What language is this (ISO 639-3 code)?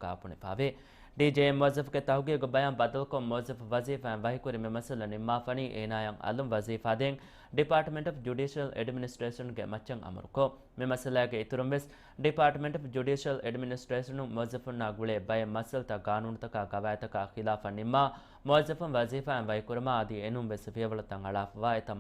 div